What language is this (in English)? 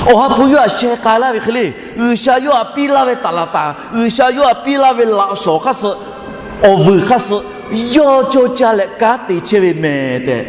Lahu